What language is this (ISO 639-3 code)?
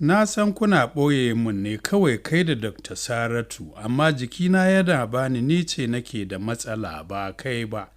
hau